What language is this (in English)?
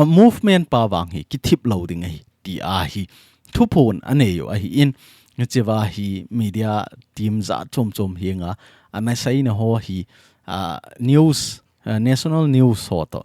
Thado Chin